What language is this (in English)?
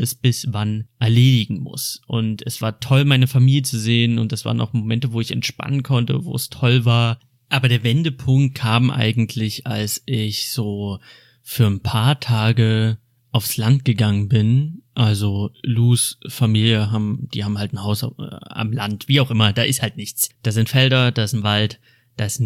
German